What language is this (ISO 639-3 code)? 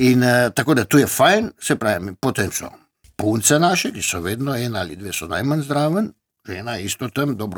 slv